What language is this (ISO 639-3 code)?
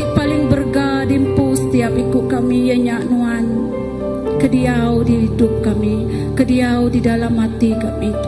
iba